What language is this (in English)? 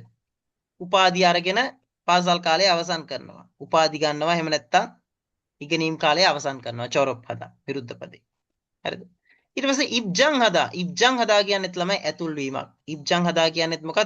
Sinhala